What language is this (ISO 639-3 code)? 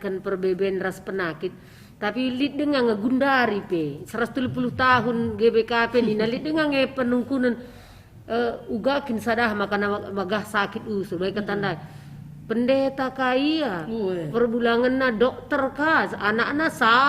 btx